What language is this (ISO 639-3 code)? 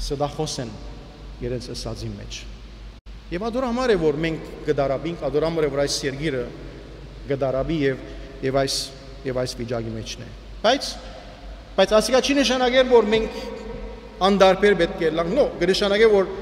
hyw